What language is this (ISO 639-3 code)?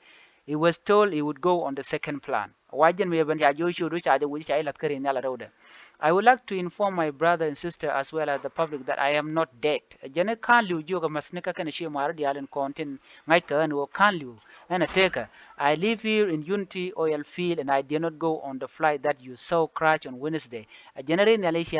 nus